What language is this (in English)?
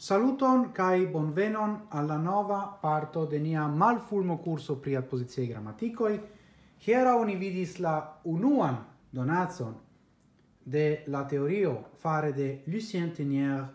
Esperanto